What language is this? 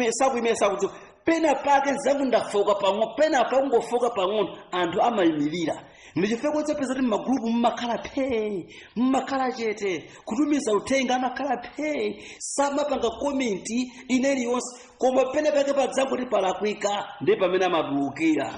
Nyanja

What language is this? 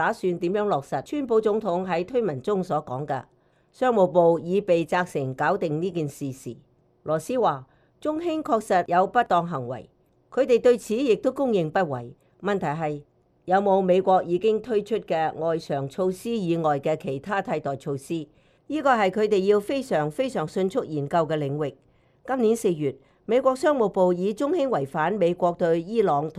Cantonese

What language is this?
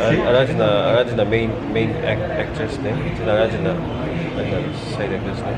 Tangkhul Naga (India)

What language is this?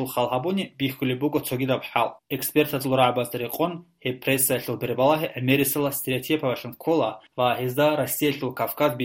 Avaric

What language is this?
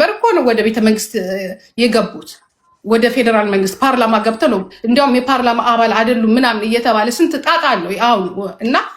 Amharic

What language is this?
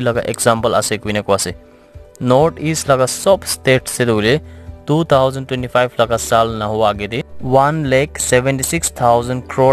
Naga Pidgin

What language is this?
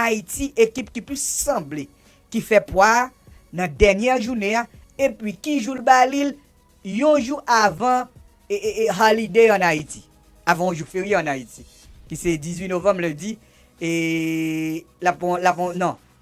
Haitian Creole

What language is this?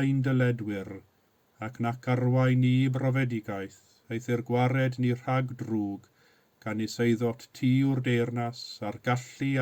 Welsh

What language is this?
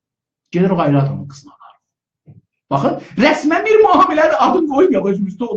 South Azerbaijani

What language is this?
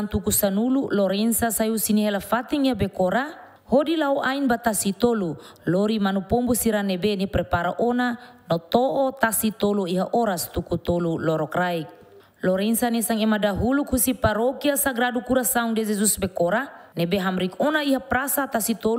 Tetum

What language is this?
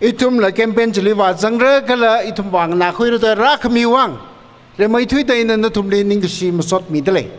Tangkhul Naga (India)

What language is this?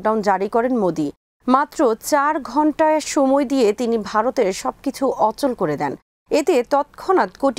Bangla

